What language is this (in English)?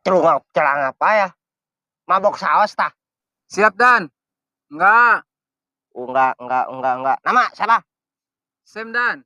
Betawi